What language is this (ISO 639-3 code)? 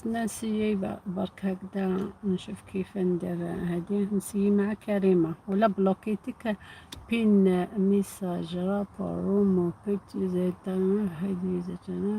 arq